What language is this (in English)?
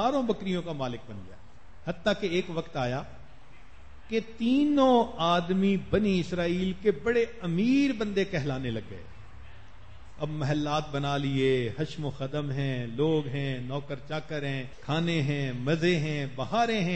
Urdu